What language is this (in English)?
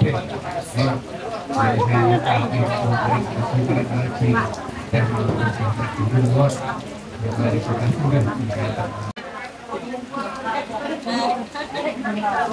Central Mnong